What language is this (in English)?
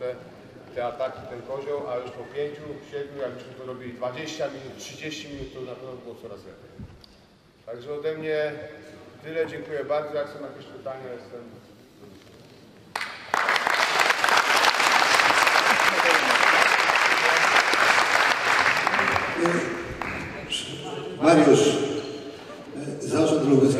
Polish